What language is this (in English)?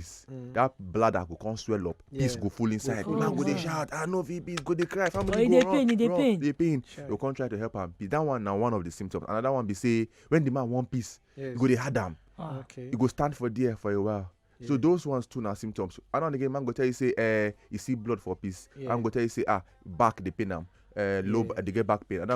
Nigerian Pidgin